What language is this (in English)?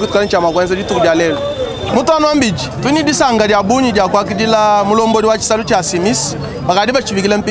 Luba-Lulua